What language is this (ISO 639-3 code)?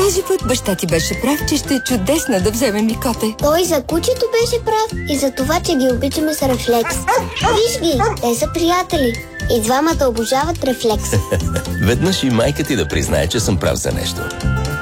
bul